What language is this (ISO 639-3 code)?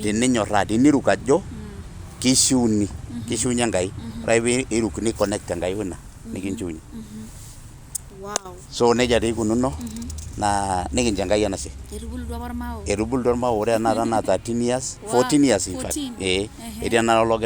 mas